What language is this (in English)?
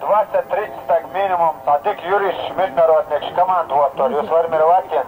Chechen